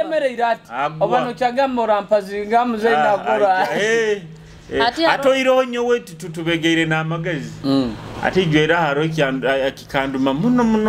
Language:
Nyoro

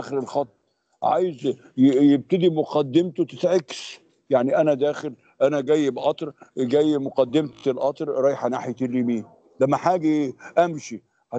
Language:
Egyptian Arabic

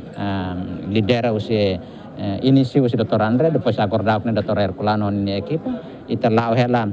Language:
Tetum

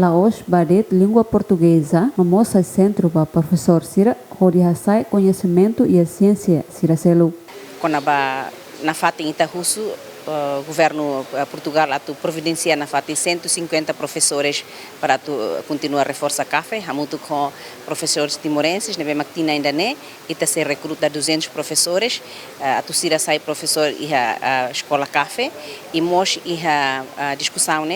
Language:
Tetum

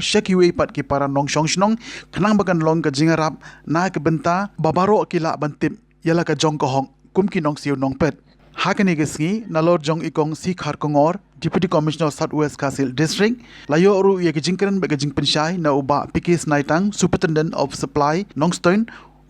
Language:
Khasi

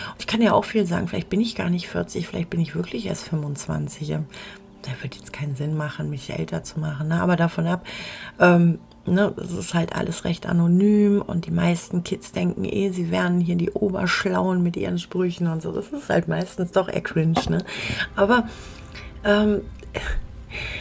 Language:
German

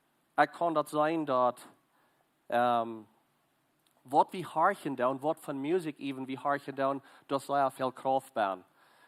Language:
Plautdietsch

